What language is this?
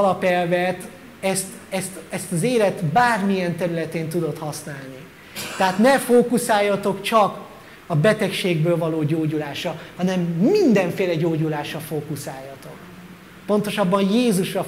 Hungarian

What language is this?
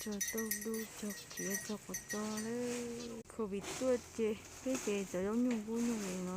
Hmong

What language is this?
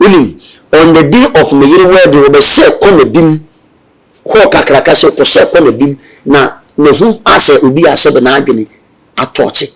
Akan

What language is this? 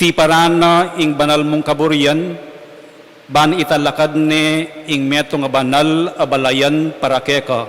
Pampanga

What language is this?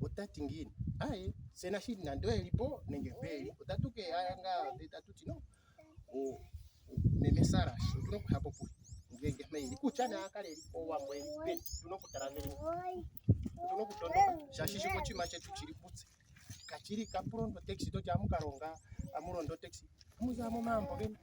Ndonga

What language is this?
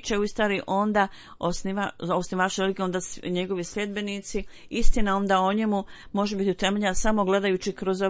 Bosnian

